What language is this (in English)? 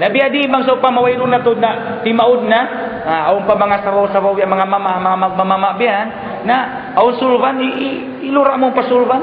Tausug